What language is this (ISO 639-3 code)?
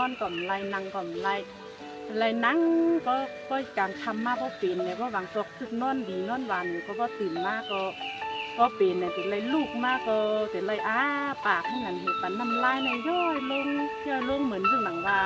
shn